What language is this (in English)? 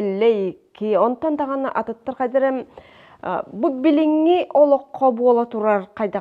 Yakut